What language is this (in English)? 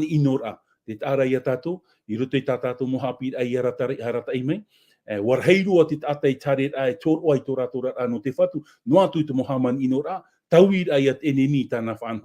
Tahitian